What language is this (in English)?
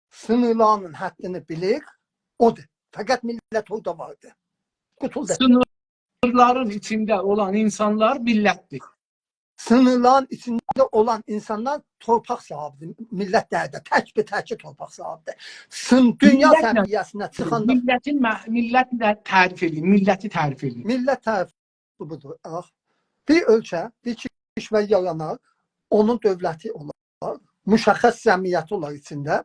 South Azerbaijani